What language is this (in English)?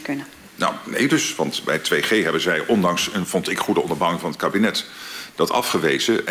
Dutch